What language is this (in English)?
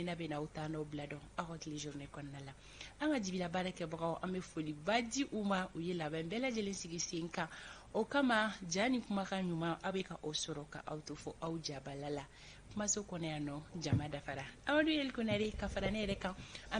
Bambara